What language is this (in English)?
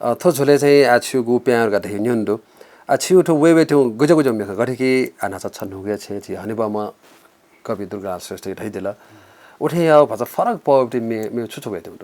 Newari